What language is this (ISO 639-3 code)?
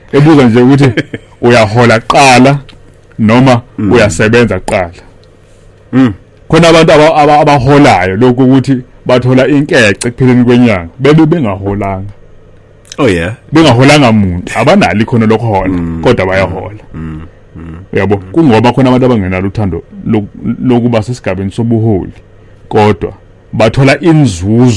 zul